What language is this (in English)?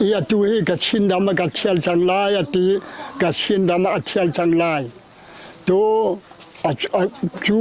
Hakha Chin